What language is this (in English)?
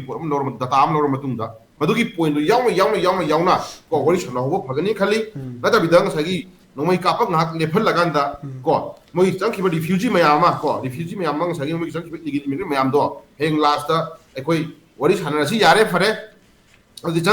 Manipuri